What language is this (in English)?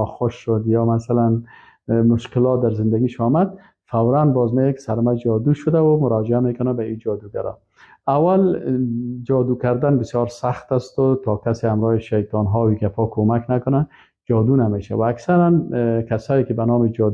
Persian